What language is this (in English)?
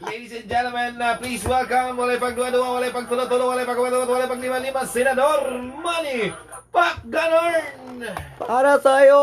Cebuano